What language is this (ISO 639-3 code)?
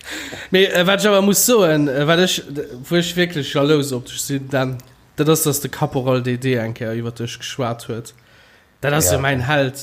ltz